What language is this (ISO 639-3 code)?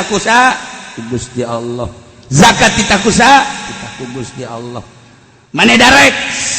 sun